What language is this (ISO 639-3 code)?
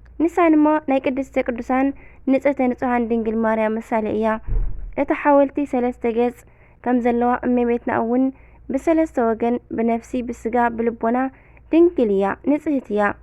tir